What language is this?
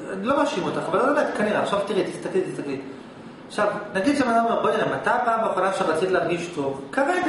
Hebrew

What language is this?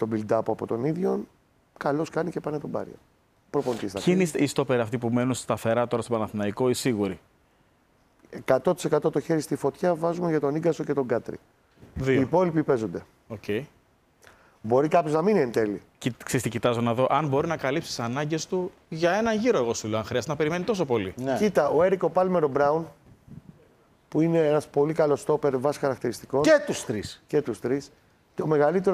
Greek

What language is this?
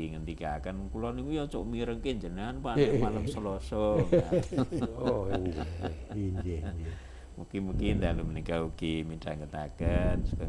Javanese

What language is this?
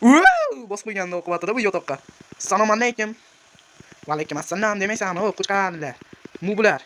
Uzbek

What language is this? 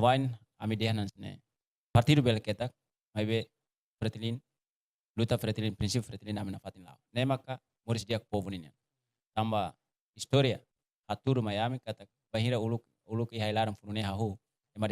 Tetum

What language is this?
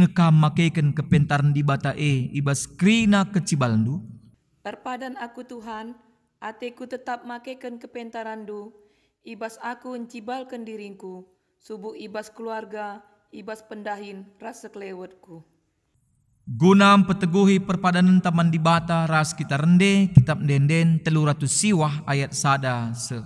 Batak Karo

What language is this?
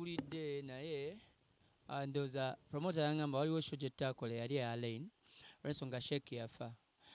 Ganda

